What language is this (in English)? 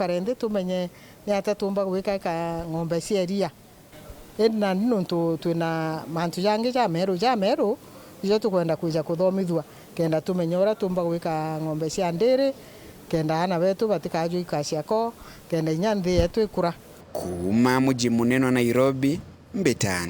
Meru